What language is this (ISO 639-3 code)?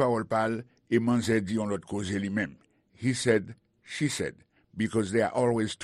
hat